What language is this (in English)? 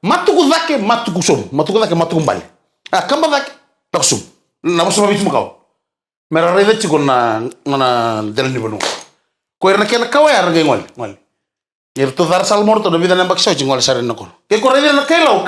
Fijian